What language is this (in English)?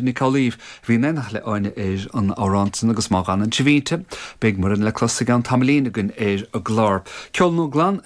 Irish